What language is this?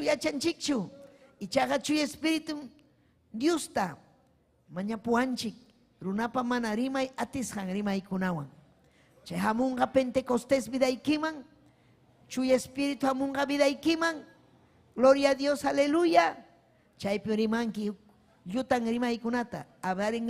Ayacucho Quechua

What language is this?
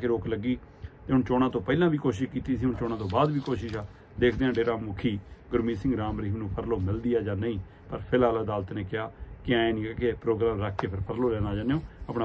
Punjabi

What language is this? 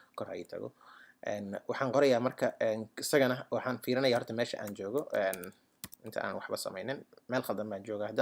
Somali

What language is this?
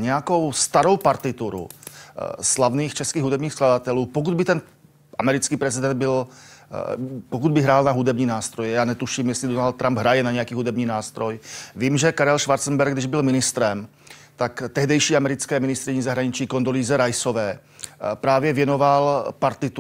Czech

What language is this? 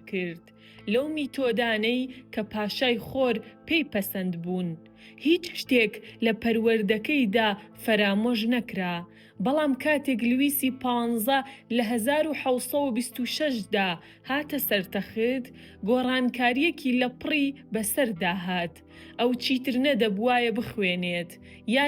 Central Kurdish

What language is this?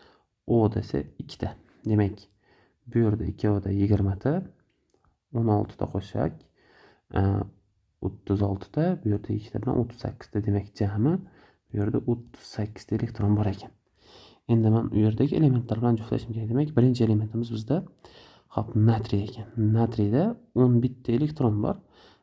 Uzbek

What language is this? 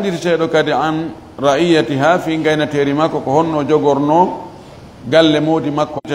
Fula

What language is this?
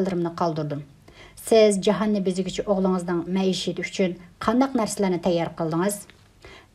Uyghur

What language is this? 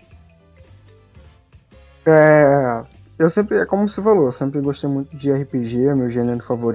Portuguese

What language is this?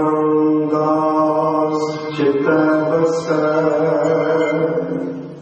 Punjabi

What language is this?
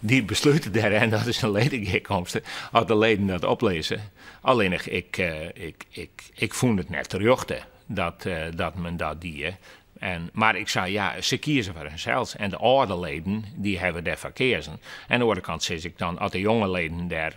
Western Frisian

